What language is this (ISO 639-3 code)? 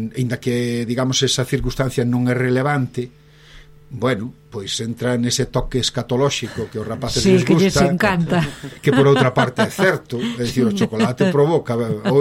glg